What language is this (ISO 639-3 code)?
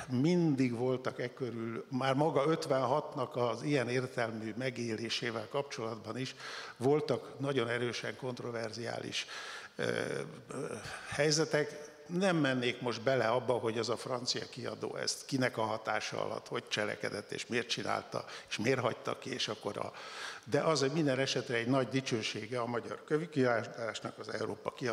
hun